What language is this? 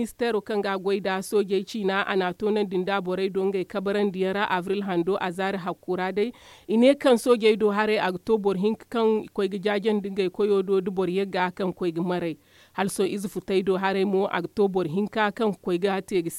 Zarma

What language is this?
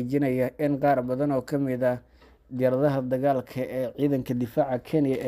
Somali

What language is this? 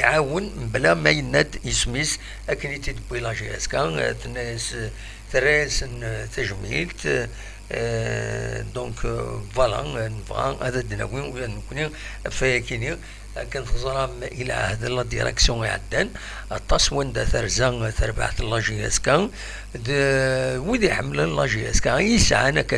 Kabyle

